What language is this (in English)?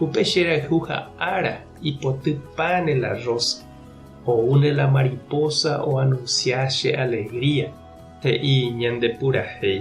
Guarani